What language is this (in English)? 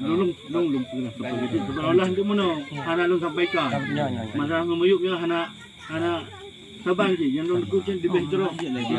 Achinese